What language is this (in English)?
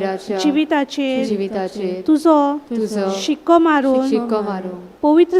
Konkani